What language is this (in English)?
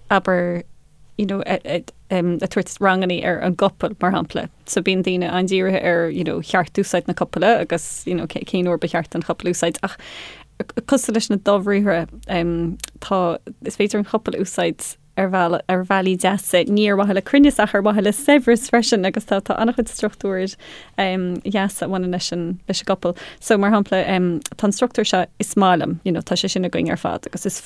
Irish